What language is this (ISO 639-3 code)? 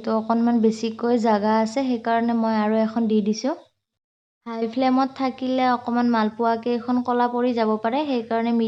asm